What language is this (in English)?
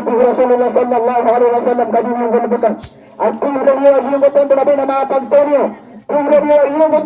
Maranao